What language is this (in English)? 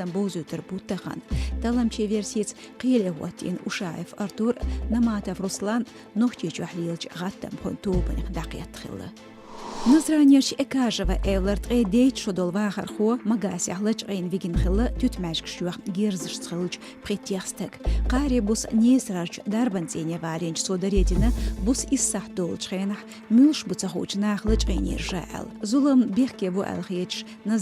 Chechen